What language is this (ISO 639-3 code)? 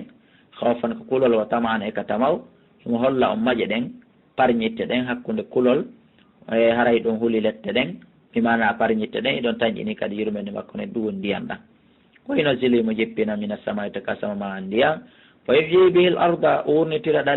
ful